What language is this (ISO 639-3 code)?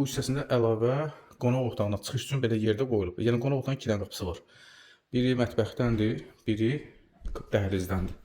aze